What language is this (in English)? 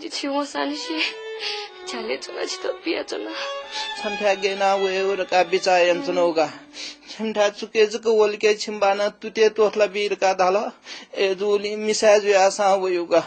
Newari